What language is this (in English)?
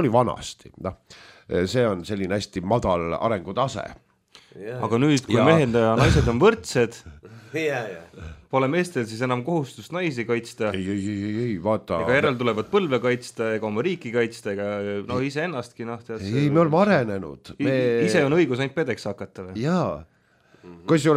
Estonian